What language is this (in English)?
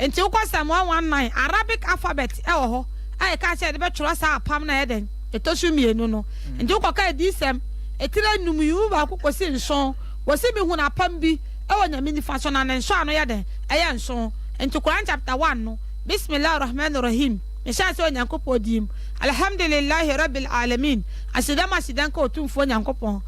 Akan